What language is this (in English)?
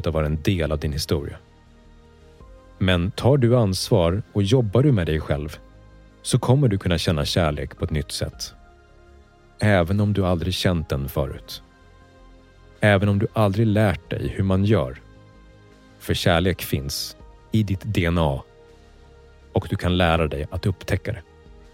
Swedish